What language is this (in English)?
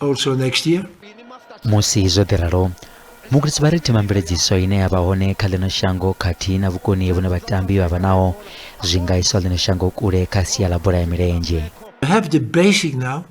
Venda